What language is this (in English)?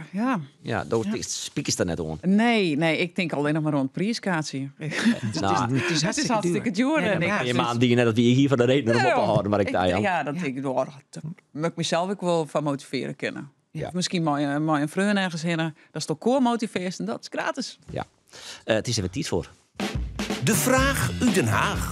Western Frisian